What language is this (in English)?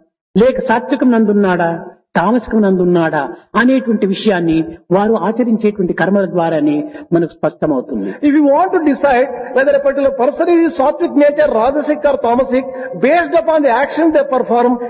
Telugu